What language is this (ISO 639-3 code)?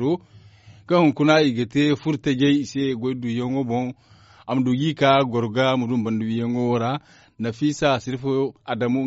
dje